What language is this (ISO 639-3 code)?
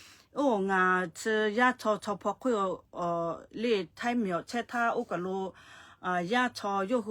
lhu